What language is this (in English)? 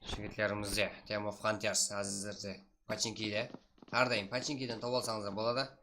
Kara-Kalpak